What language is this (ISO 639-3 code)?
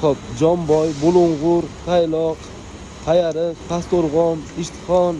uzb